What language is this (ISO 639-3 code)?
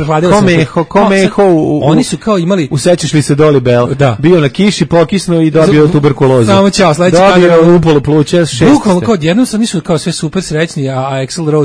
srp